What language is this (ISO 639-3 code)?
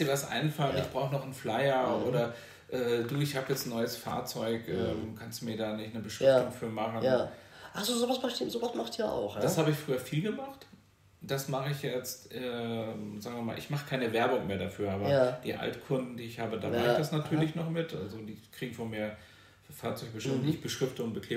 deu